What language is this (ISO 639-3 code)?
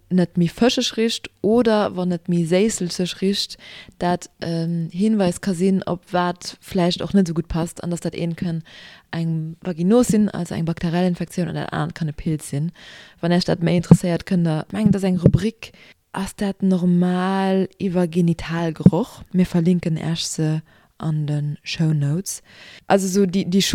ltz